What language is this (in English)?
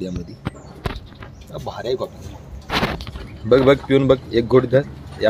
Marathi